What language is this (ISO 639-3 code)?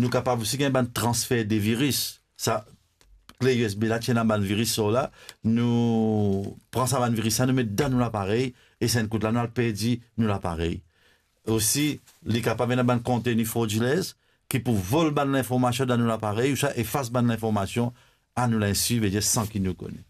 mfe